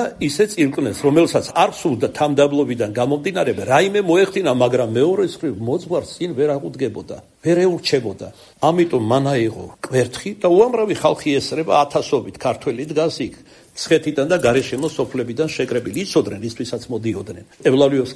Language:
Georgian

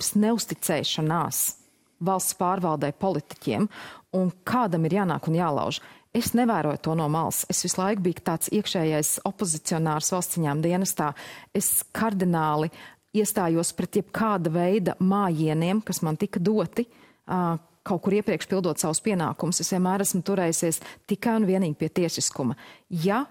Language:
Latvian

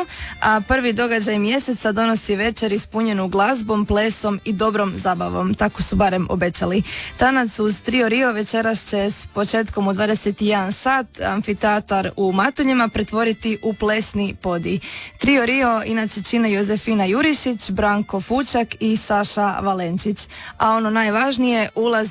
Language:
Croatian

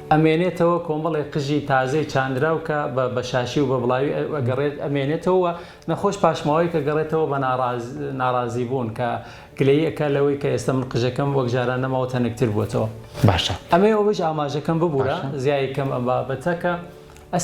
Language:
Central Kurdish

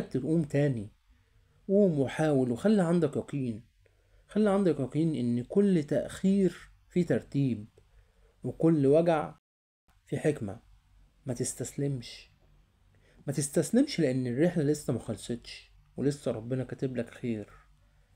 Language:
Egyptian Arabic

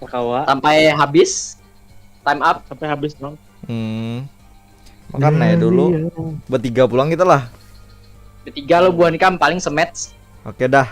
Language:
Banjar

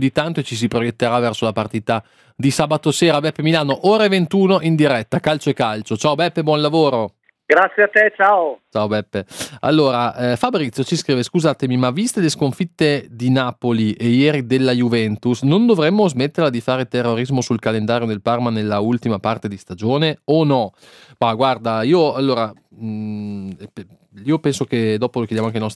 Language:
Italian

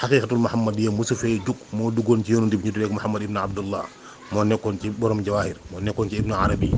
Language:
Wolof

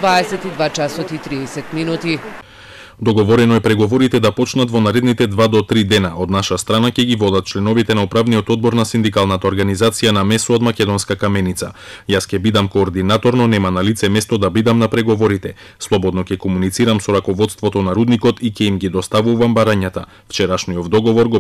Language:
Macedonian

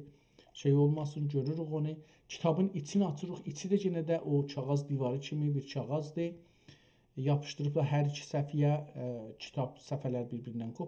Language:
South Azerbaijani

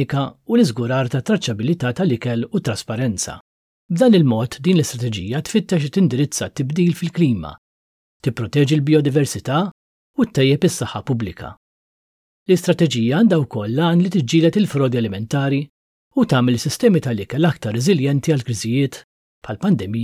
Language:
Maltese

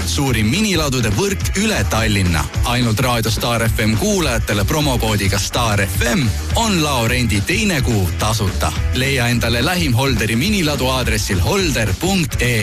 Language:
Estonian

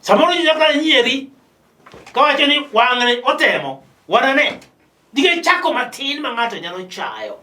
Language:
Luo (Kenya and Tanzania)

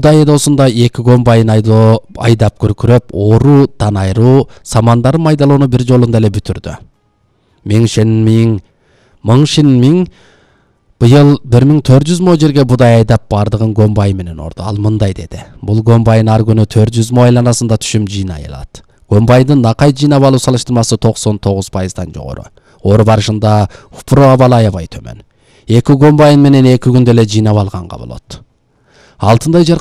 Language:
Kyrgyz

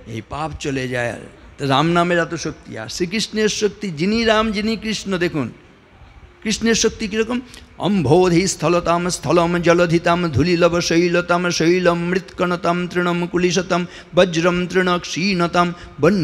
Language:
Bangla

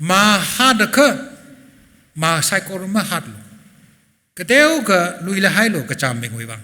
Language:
Tangkhul Naga (India)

